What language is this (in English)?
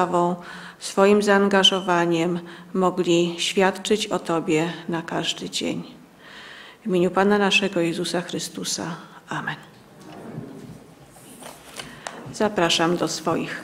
Polish